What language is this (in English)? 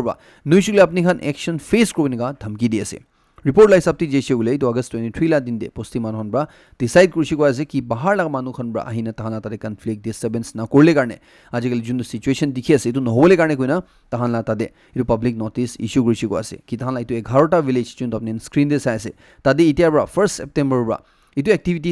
Naga Pidgin